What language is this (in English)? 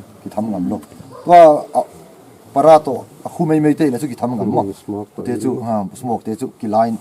Paite Chin